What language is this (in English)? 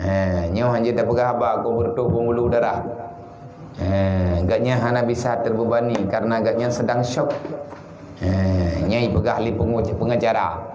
Achinese